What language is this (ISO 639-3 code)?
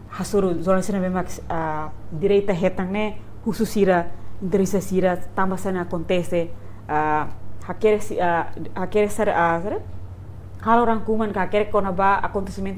tet